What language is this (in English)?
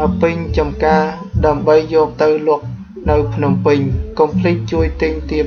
Khmer